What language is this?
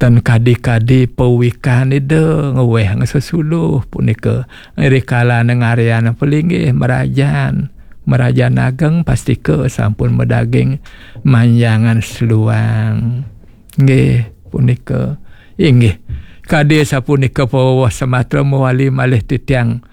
Balinese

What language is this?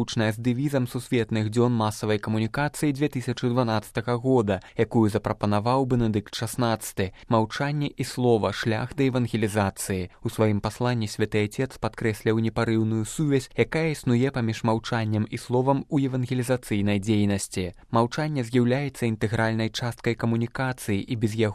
Belarusian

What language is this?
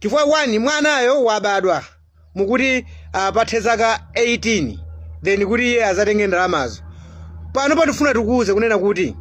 Nyanja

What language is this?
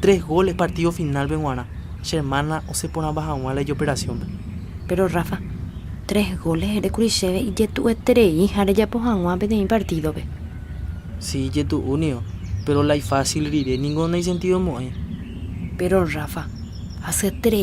Guarani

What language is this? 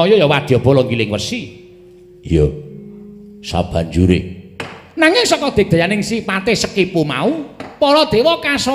Javanese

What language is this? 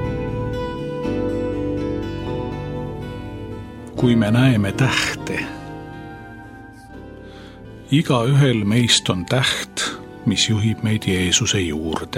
Estonian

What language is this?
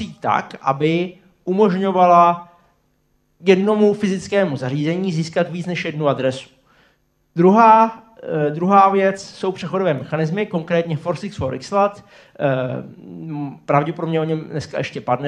Czech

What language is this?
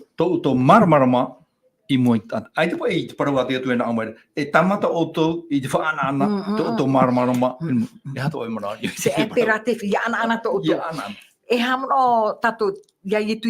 Tahitian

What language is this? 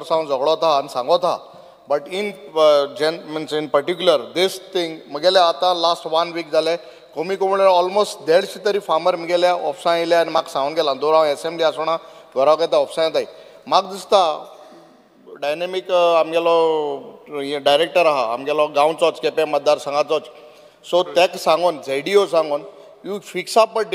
Konkani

